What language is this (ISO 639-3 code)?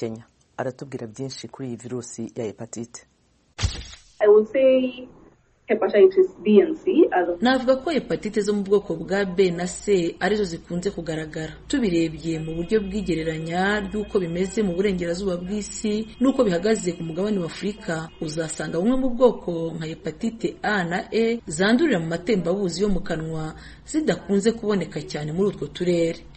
kin